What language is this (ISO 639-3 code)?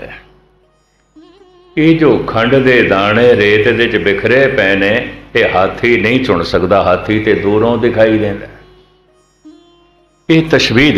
pan